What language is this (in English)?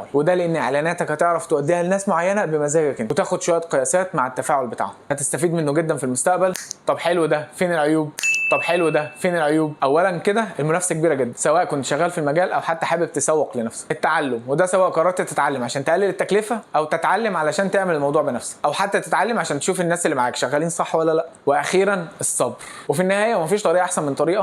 Egyptian Arabic